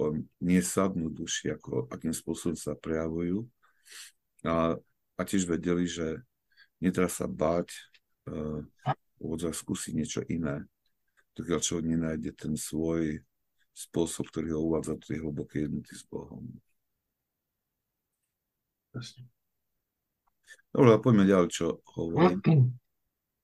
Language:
Slovak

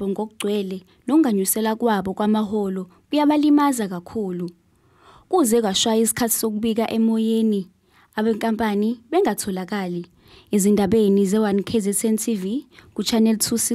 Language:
Zulu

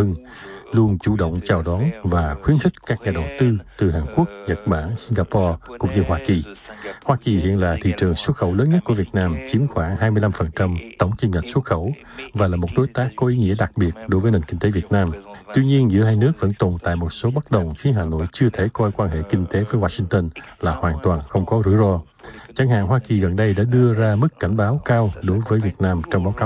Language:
Vietnamese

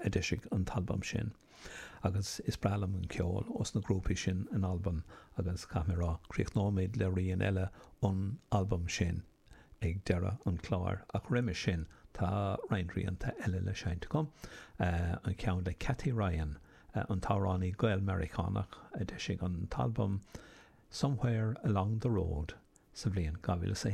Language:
Irish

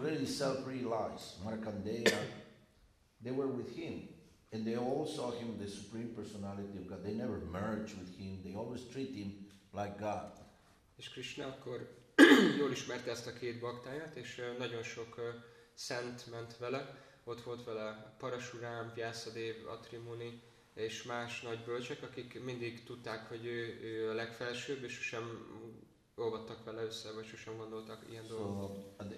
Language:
Hungarian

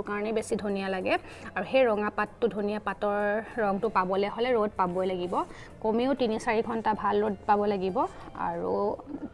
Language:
Assamese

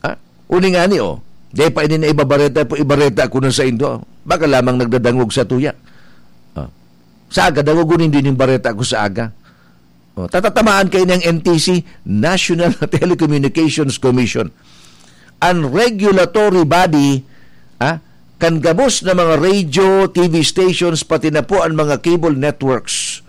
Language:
Bikol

